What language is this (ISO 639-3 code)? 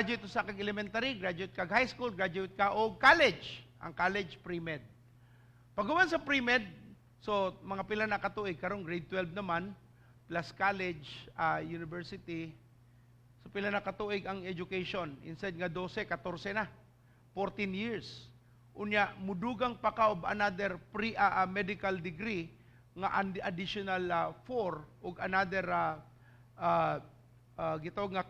ceb